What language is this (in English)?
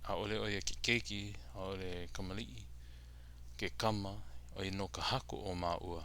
Hawaiian